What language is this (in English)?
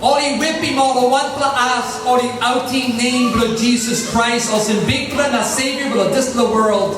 Tok Pisin